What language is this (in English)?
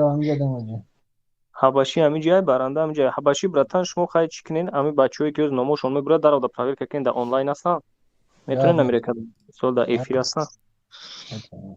Tajik